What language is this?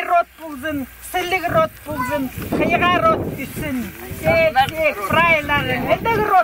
Khakas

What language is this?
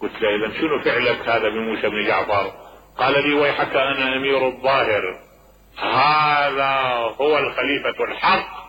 Mesopotamian Arabic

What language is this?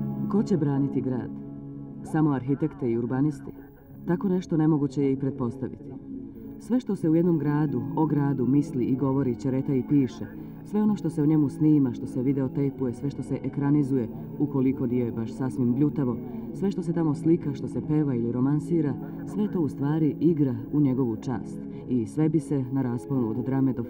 Serbian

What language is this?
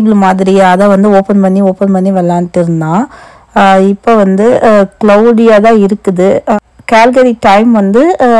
Tamil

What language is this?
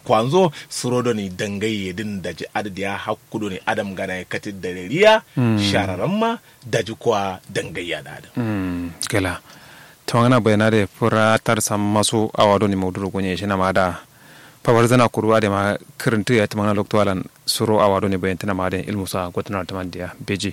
Kanuri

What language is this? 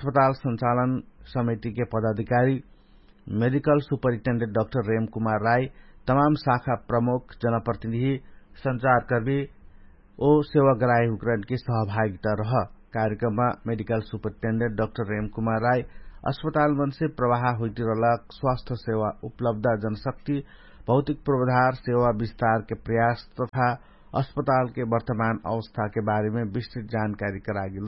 Dangaura Tharu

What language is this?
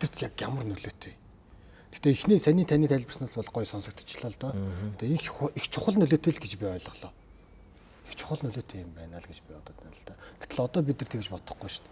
Mongolian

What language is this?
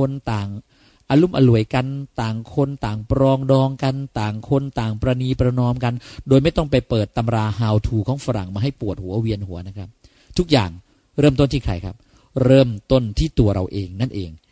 Thai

